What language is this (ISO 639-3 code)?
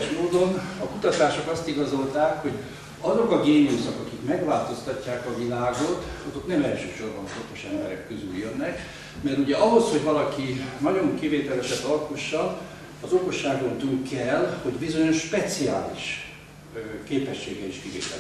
hun